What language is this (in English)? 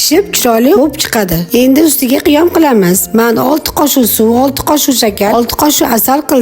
Uzbek